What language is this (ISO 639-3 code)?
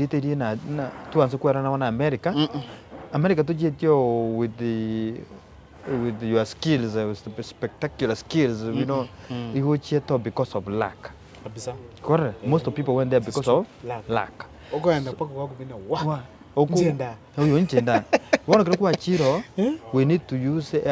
guz